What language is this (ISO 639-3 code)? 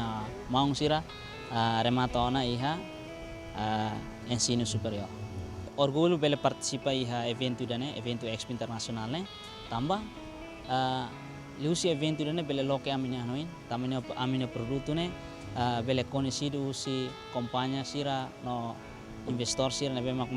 tet